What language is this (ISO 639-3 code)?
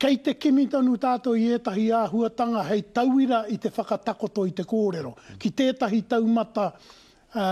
mri